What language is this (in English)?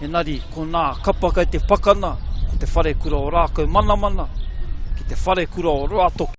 Māori